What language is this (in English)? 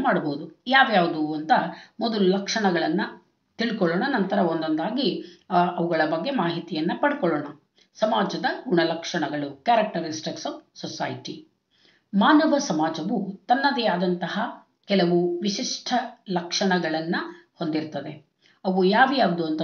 Kannada